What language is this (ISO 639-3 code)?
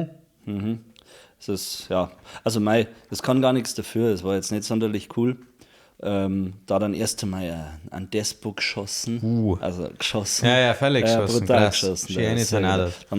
bar